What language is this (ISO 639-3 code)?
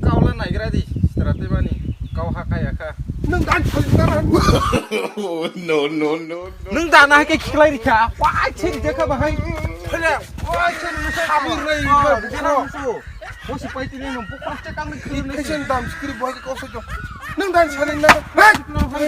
trp